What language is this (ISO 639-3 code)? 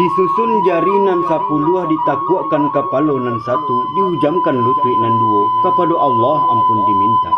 min